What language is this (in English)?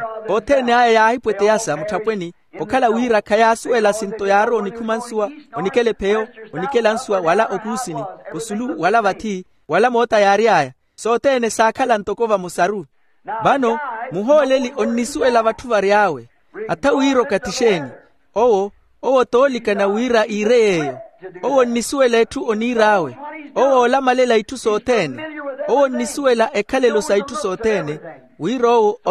Makhuwa